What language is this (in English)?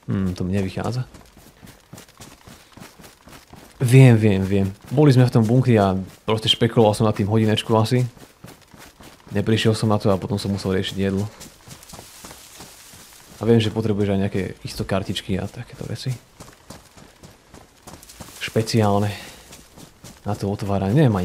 Slovak